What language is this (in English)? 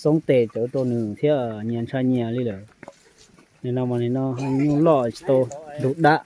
Hmong